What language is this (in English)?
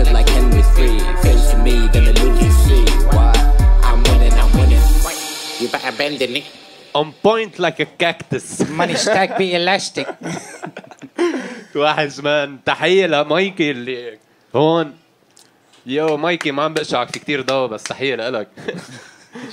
English